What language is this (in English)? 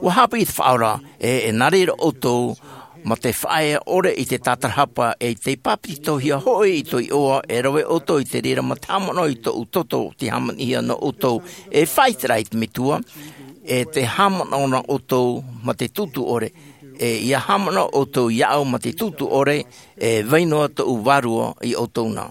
Tahitian